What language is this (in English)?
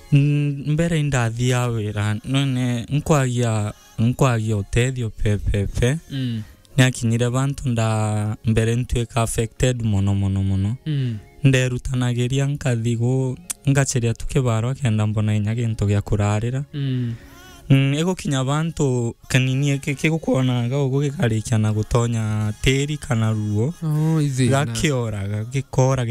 Meru